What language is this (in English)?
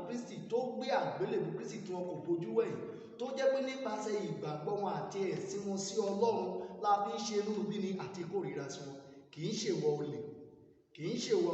Yoruba